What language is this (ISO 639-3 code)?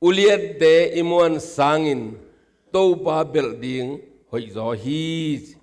ctd